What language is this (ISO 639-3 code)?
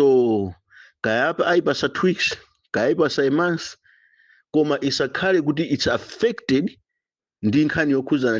nya